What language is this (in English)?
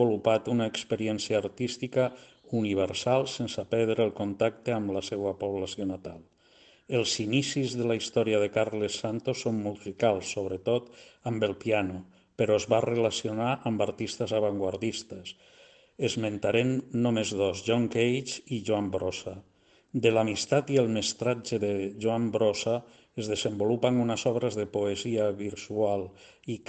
Catalan